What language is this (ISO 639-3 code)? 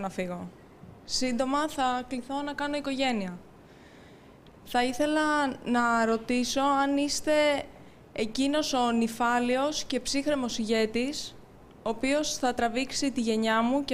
ell